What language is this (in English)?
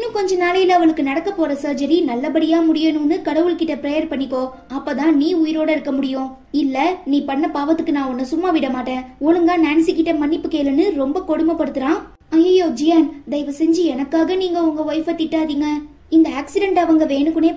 Tamil